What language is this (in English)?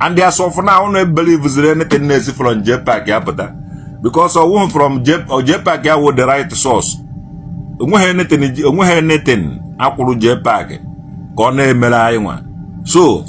Igbo